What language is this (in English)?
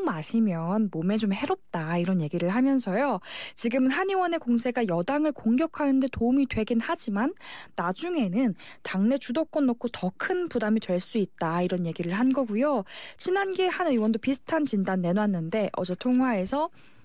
Korean